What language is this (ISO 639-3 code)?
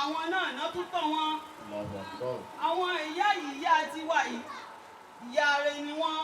yor